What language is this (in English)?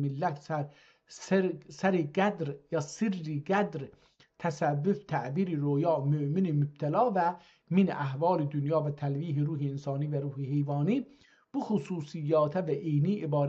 South Azerbaijani